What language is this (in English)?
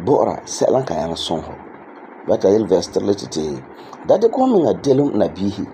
Frafra